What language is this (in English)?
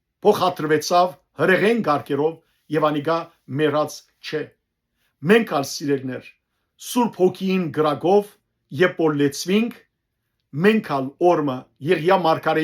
Western Armenian